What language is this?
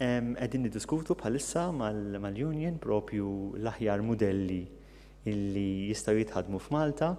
Maltese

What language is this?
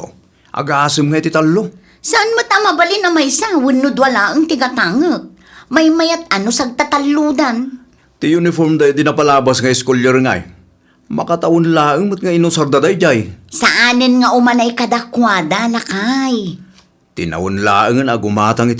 Iloko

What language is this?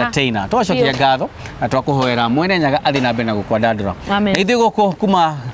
Kikuyu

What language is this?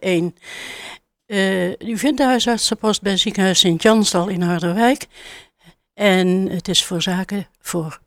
Dutch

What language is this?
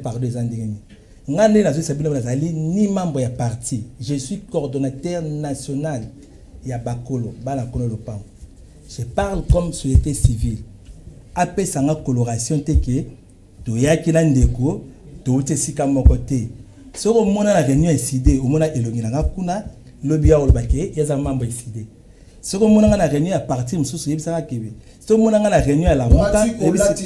Lingala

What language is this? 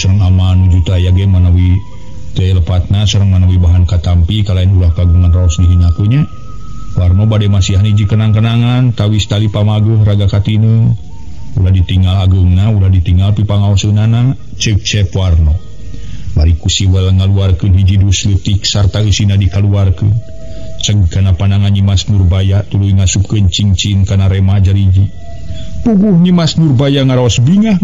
Sundanese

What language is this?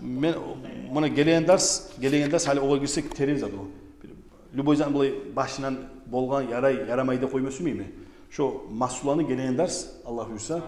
Kumyk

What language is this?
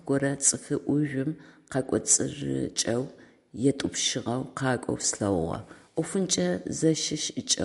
Adyghe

